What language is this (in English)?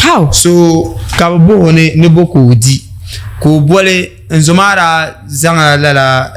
Dagbani